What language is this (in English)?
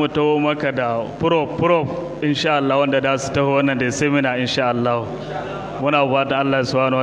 Hausa